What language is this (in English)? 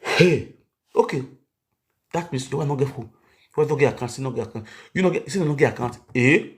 Nigerian Pidgin